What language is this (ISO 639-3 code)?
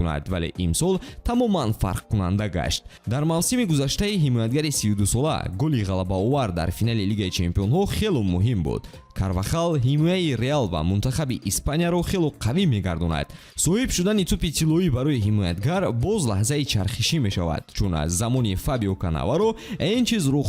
tgk